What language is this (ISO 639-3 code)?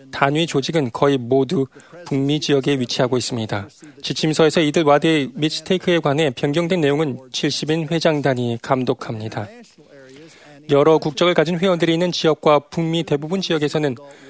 kor